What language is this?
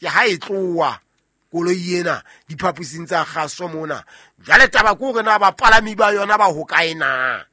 Southern Sotho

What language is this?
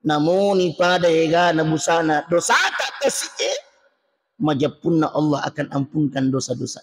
Buginese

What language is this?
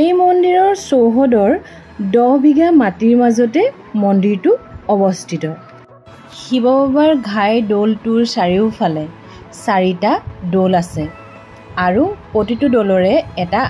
Assamese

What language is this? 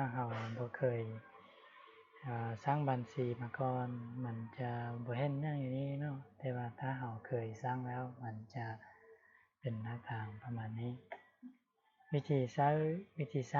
Lao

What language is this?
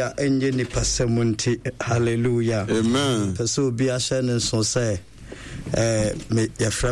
Akan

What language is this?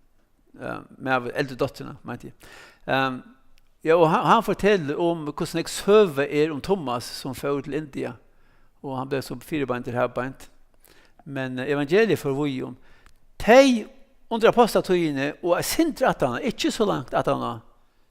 Faroese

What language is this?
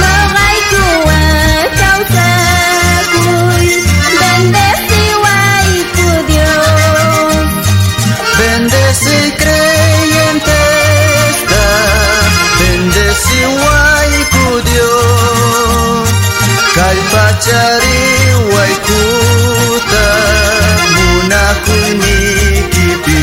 South Bolivian Quechua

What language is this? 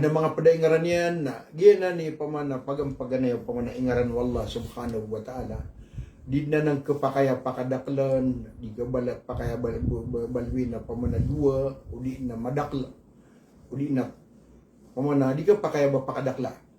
Maranao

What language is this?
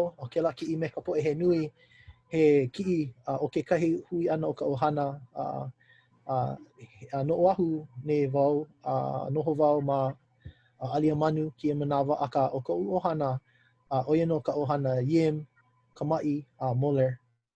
Hawaiian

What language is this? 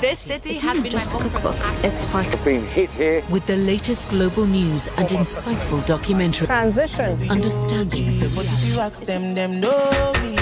English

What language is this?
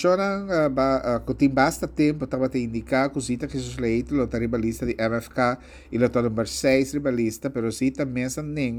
Papiamento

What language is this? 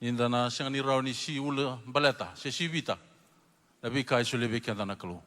Fijian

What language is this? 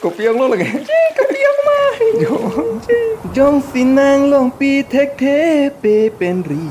Karbi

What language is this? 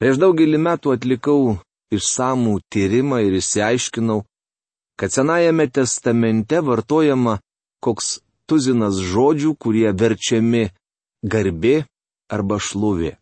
Lithuanian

